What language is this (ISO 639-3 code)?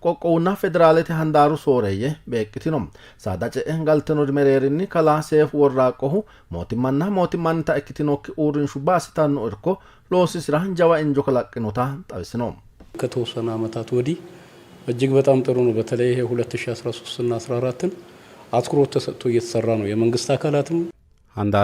sid